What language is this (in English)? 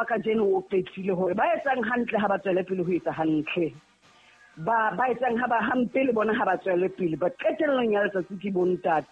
Southern Sotho